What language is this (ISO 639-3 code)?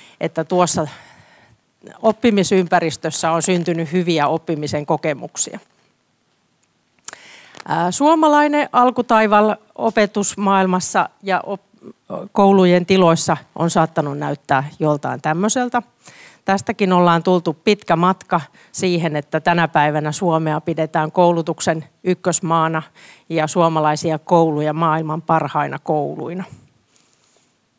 fin